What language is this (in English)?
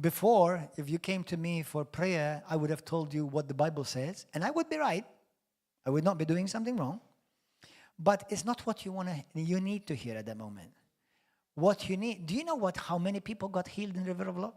English